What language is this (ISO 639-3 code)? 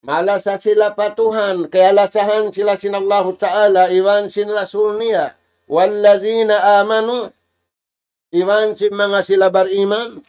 tsg